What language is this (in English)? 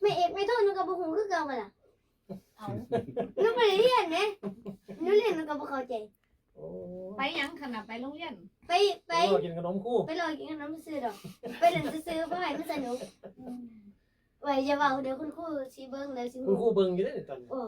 Northeastern Thai